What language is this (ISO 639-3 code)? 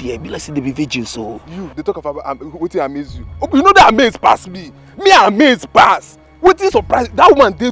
pcm